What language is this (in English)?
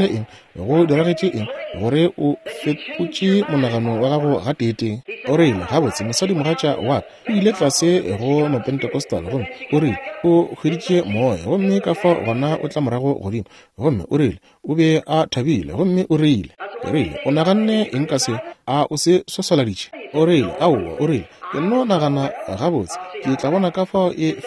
Northern Sotho